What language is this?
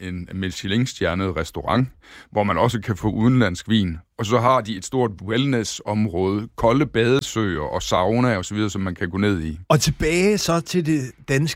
Danish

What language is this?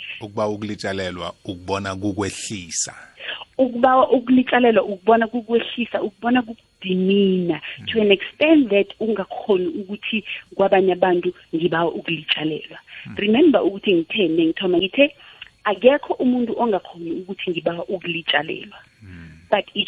South Ndebele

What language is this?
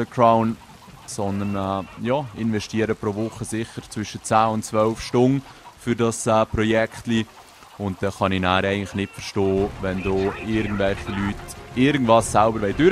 Swiss German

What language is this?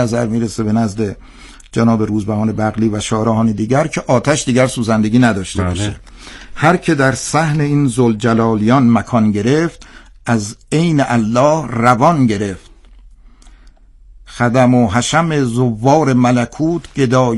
Persian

